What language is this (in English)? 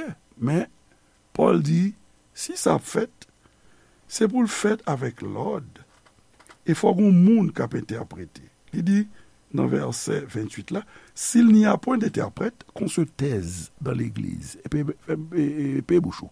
Haitian Creole